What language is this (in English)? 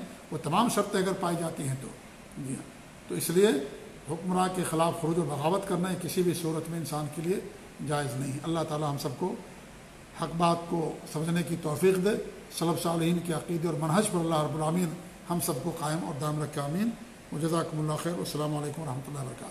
Urdu